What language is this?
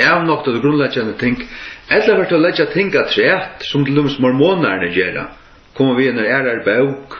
Faroese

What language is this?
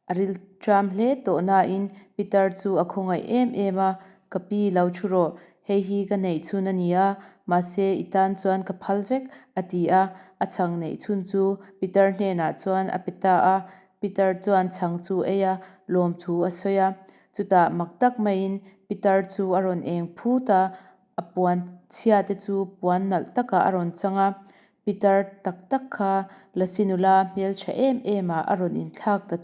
Mizo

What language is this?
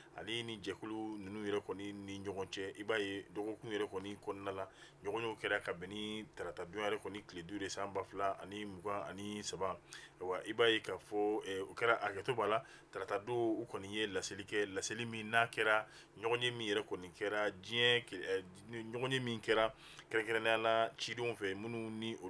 Bambara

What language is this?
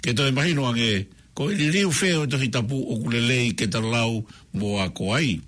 Tongan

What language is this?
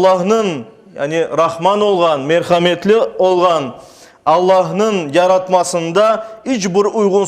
Crimean Tatar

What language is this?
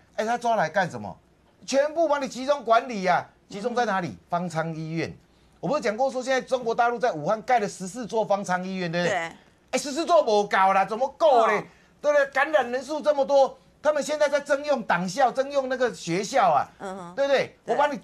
Chinese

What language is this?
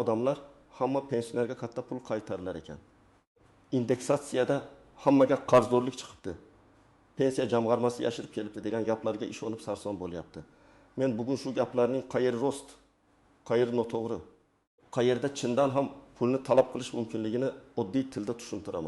Uzbek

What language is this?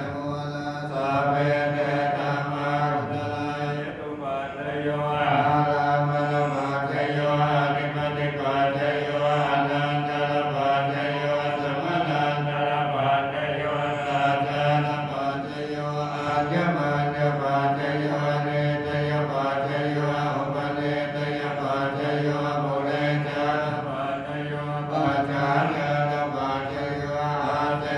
Pali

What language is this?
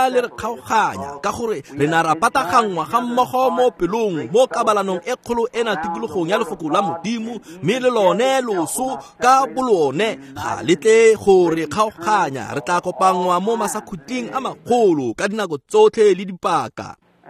Tswana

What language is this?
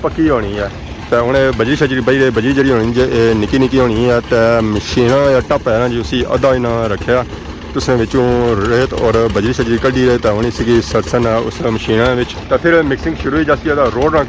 Pahari-Potwari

